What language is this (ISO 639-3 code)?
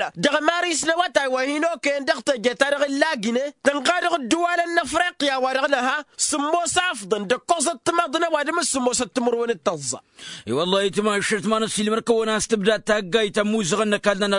taq